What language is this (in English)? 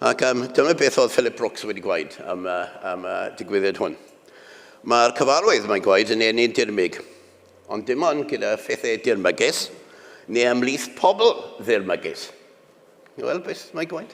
Welsh